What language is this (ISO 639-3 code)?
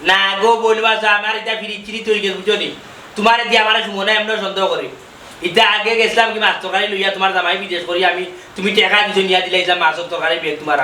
syl